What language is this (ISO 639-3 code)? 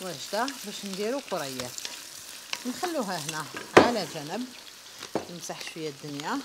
arq